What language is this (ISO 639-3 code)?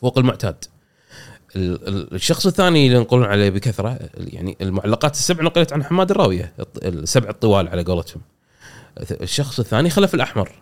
afb